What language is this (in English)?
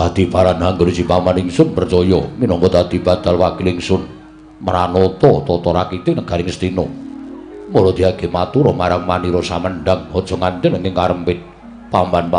Javanese